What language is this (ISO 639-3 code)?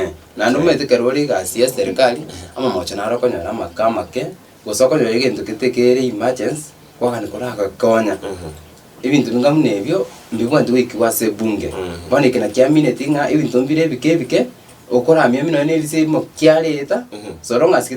guz